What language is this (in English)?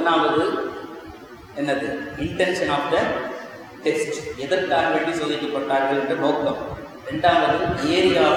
Tamil